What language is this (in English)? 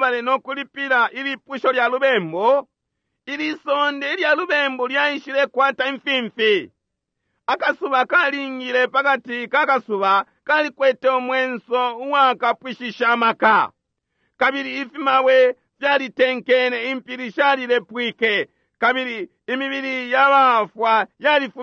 Bemba